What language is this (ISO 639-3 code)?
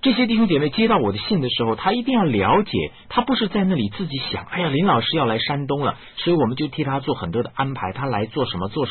zho